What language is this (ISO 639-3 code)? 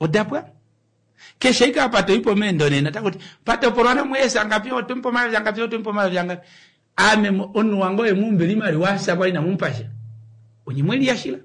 kua